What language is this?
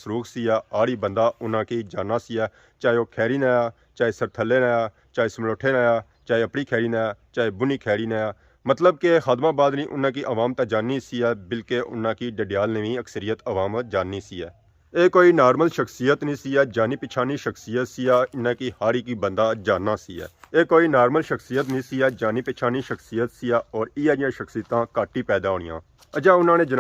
Pahari-Potwari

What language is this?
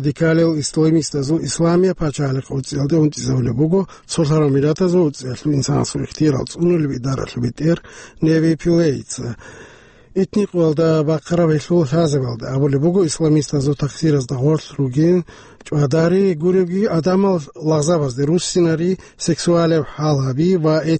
Avaric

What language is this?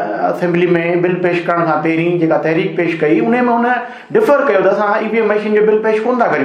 Sindhi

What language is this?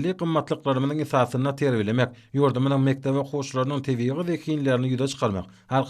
Turkmen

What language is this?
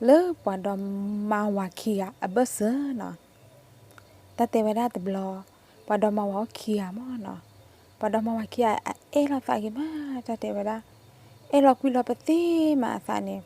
S'gaw Karen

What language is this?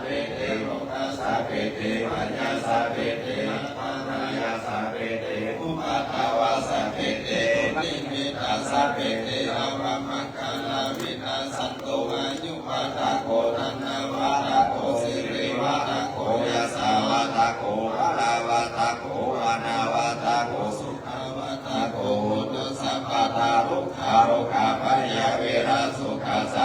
Pali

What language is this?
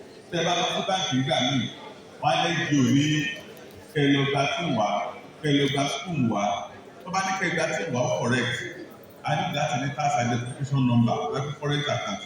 Yoruba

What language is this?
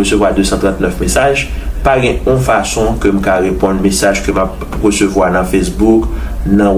Haitian Creole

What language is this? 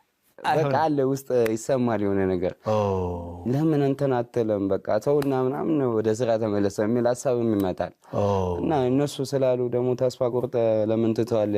Amharic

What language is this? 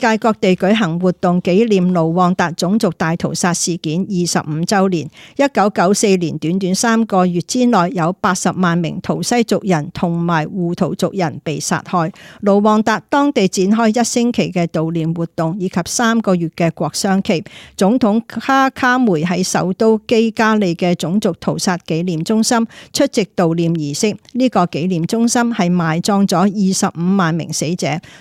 Cantonese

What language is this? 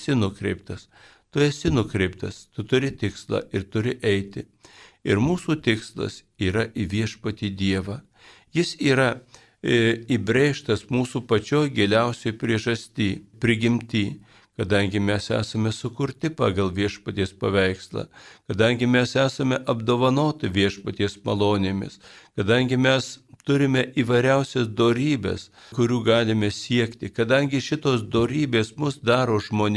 Lithuanian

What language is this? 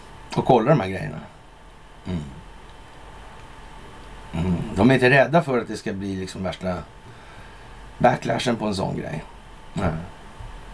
Swedish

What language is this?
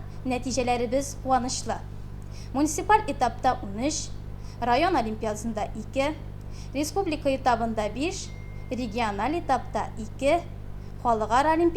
Tatar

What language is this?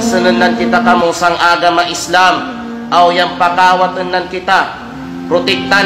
Kalagan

